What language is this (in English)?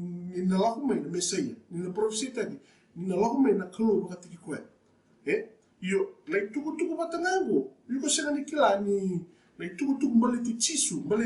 Fijian